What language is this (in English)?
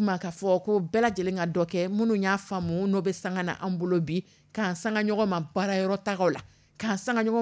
Dyula